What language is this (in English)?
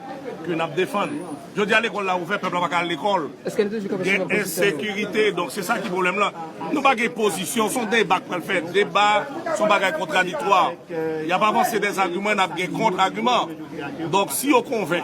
Haitian Creole